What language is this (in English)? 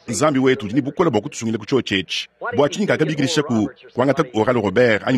Luba-Lulua